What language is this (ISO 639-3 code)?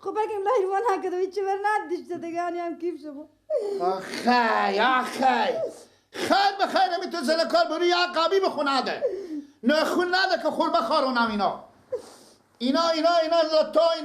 fas